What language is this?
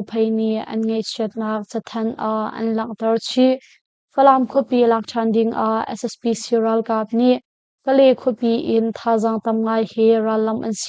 Hakha Chin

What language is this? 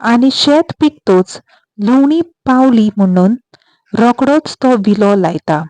Konkani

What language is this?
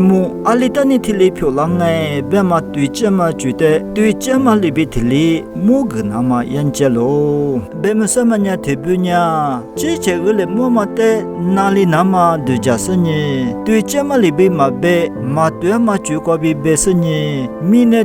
Lisu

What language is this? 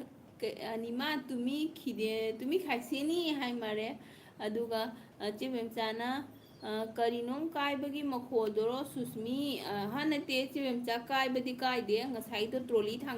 Manipuri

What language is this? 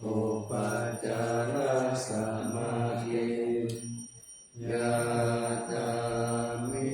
Pali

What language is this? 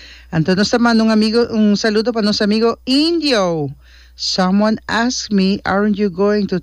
Papiamento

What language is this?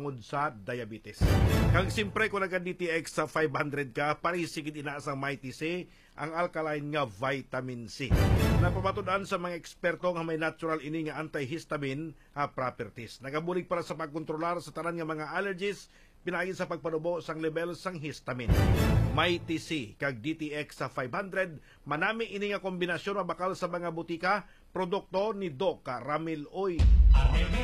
Hiligaynon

